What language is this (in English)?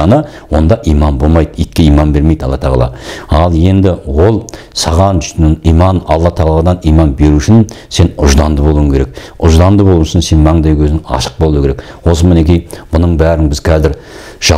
Kazakh